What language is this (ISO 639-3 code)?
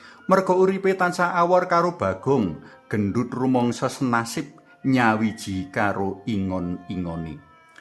jav